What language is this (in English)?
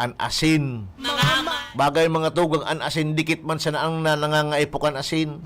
Bikol